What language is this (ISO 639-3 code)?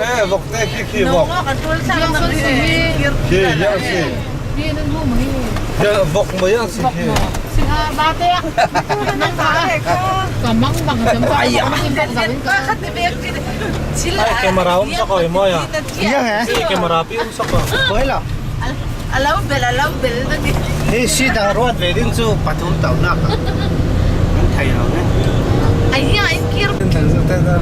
cfm